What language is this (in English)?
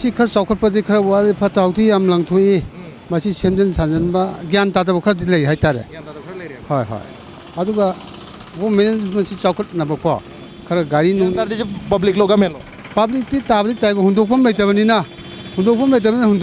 Manipuri